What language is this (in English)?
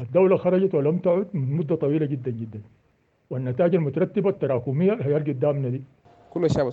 Sudanese Arabic